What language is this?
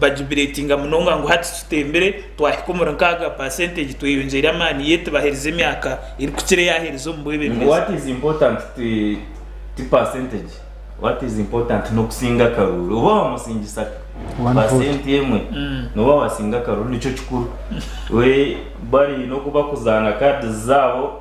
Nyankole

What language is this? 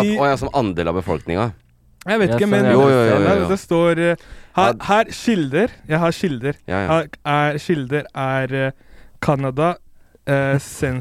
Norwegian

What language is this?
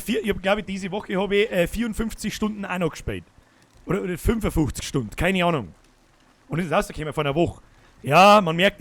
Bavarian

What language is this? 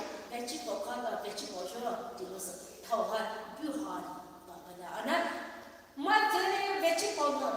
Poumei Naga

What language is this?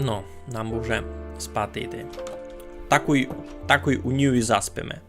Rusyn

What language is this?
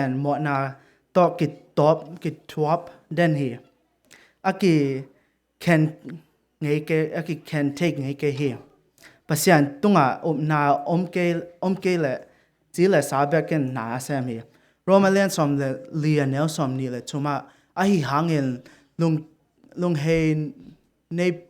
Tedim Chin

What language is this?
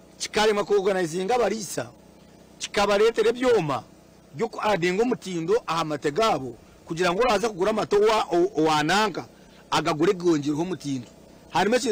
Nyankole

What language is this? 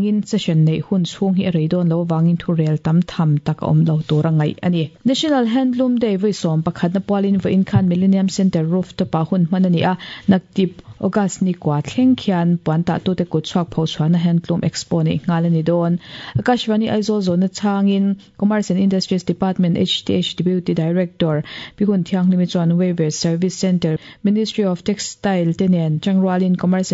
Mizo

